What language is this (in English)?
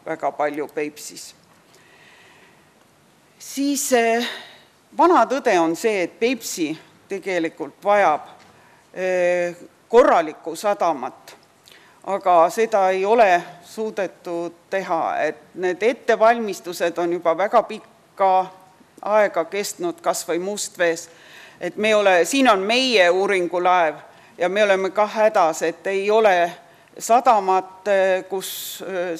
Estonian